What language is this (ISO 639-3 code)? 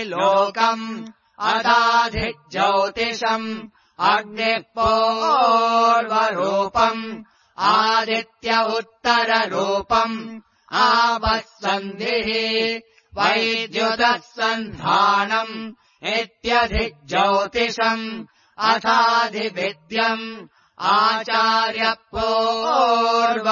san